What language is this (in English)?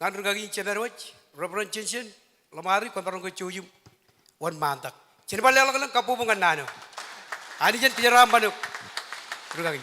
Marshallese